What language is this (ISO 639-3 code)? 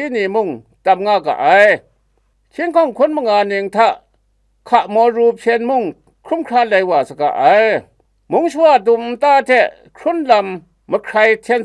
kac